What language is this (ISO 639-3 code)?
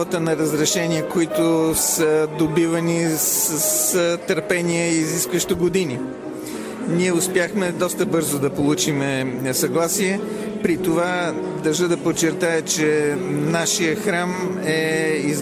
bul